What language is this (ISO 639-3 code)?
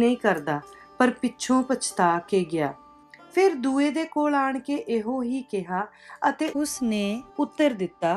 pan